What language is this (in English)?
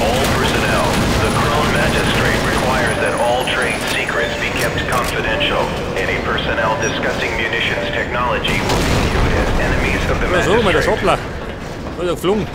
Bavarian